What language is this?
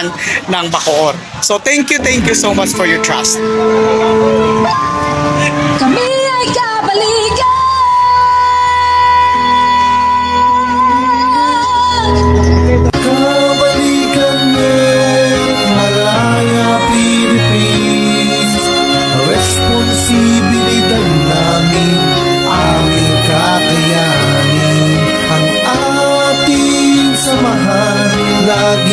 Filipino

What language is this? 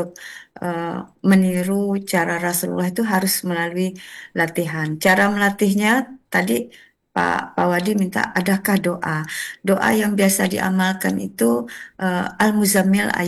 Indonesian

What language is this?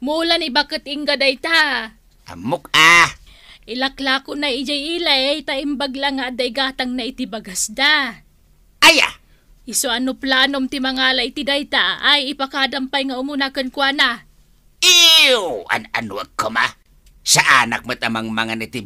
Iloko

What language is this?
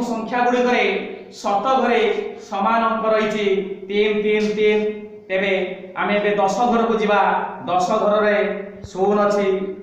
Odia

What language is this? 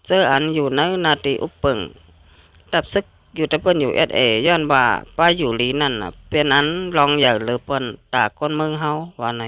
Shan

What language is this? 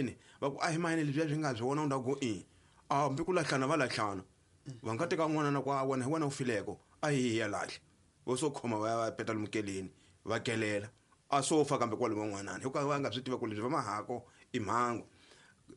Tsonga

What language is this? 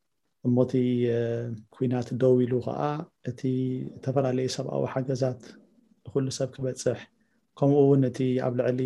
Tigrinya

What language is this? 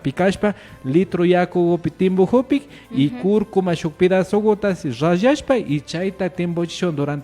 Imbabura Highland Quichua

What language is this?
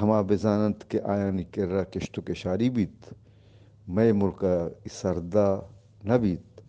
Eastern Balochi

